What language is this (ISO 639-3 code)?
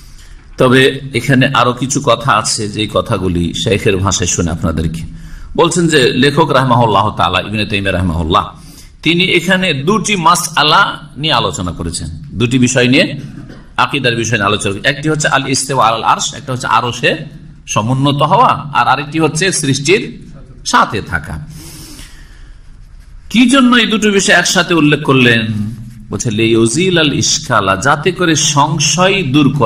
ben